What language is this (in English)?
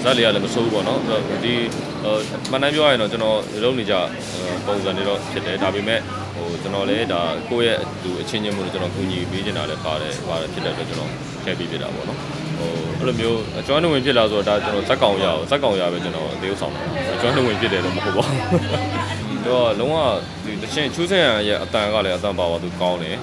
Burmese